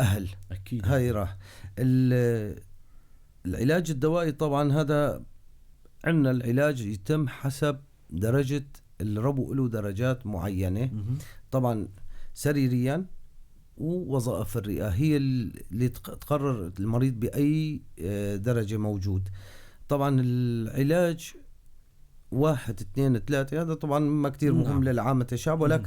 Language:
North Levantine Arabic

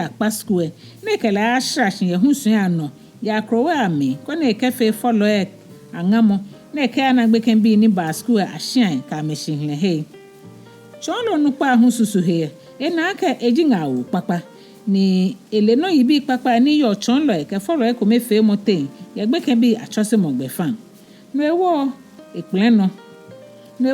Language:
Ga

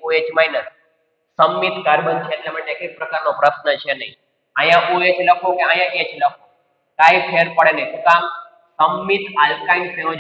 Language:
Gujarati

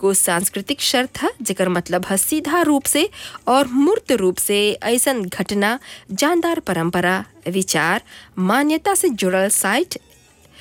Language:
Bhojpuri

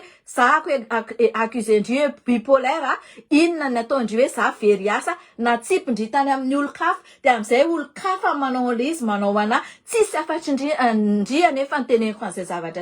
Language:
Malagasy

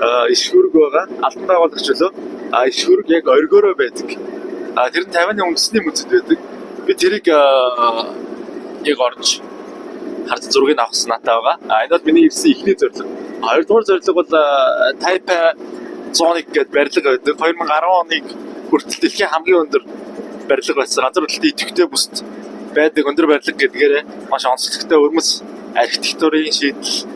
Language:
Mongolian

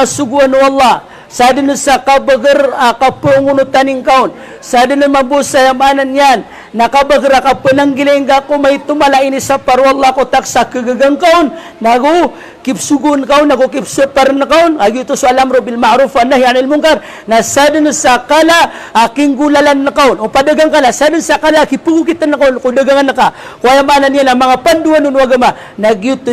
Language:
Maranao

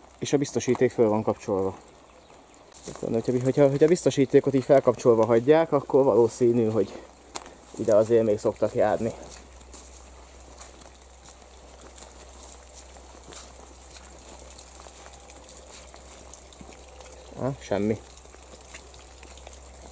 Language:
Hungarian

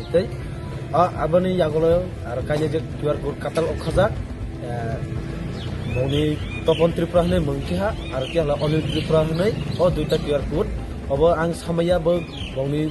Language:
Kok Borok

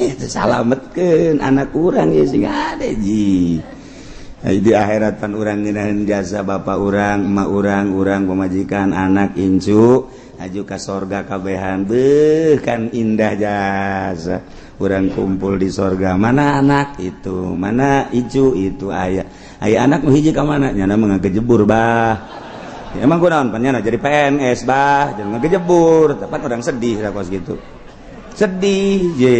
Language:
Sundanese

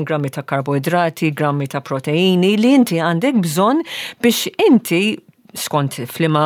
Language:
Maltese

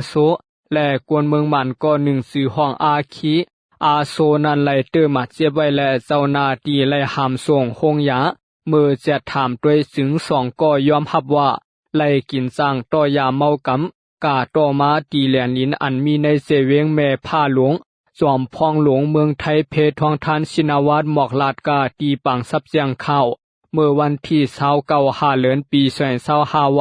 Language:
Shan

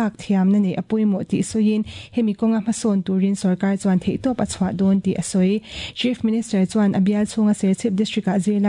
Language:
Mizo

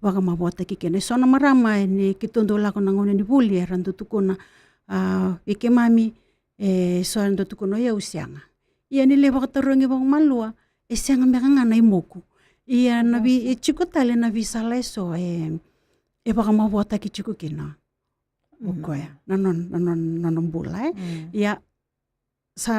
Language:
Fijian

